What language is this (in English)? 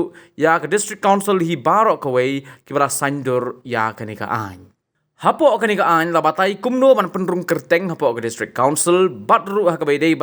Khasi